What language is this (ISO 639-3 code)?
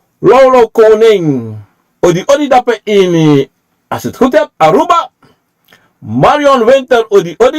srn